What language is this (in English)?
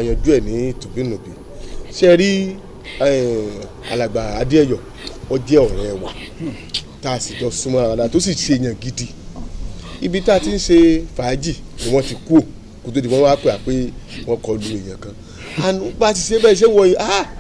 Yoruba